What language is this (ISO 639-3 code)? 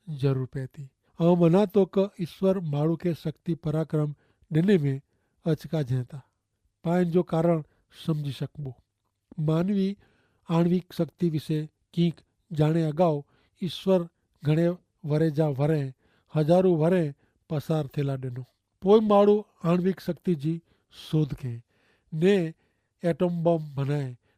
kfr